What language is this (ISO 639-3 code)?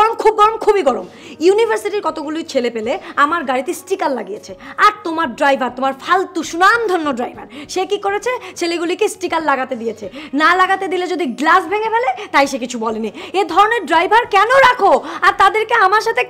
ben